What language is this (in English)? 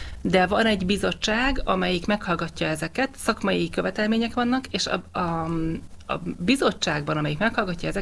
Hungarian